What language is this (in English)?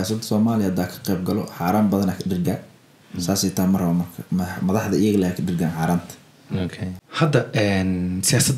Somali